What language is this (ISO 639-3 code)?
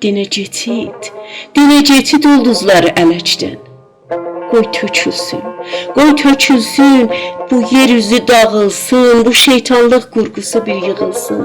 azb